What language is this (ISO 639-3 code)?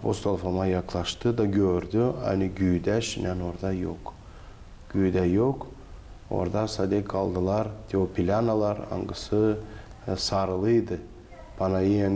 gag